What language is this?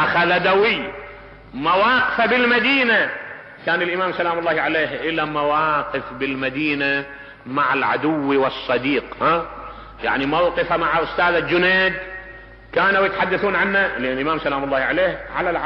Mesopotamian Arabic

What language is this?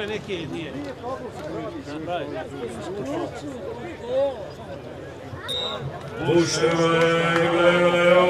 Croatian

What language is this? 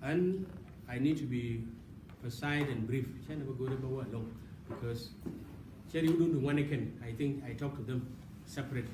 Nuer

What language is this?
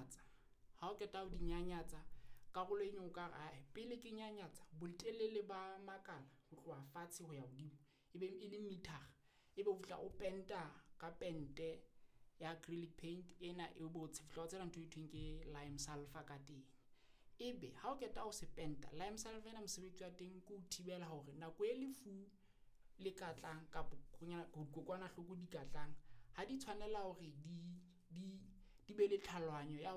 Southern Sotho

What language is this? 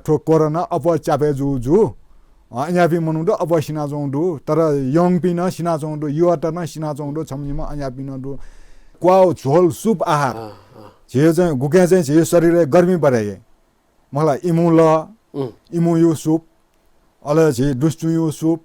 Newari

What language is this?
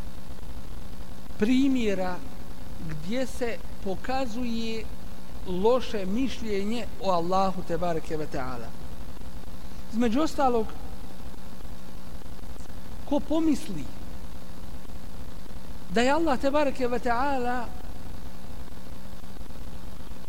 Bosnian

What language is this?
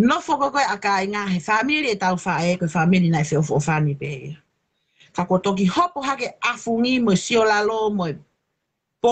Tongan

